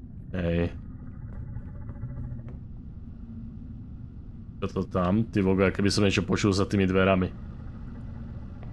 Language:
Slovak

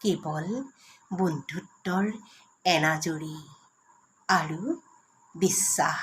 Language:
Assamese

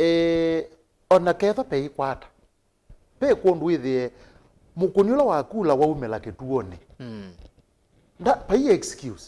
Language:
Kamba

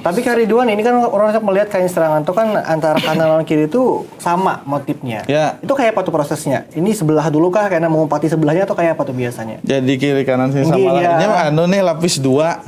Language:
Banjar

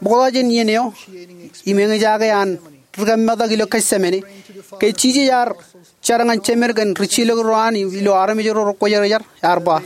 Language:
Marshallese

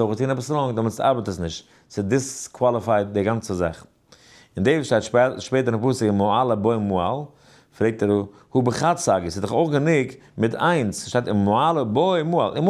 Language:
Yiddish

